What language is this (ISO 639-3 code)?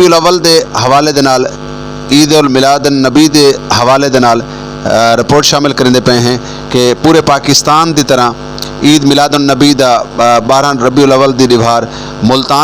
skr